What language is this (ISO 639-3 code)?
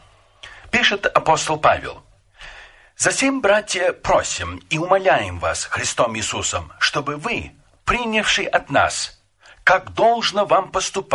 rus